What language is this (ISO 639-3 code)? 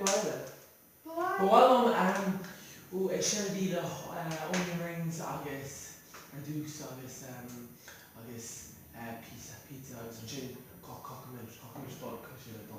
gle